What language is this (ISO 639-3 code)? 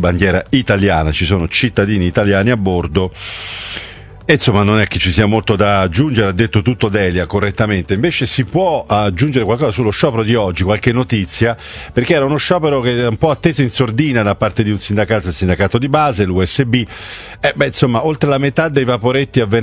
ita